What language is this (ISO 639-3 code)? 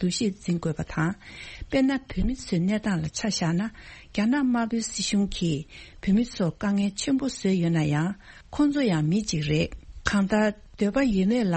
bod